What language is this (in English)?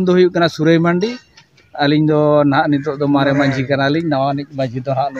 Santali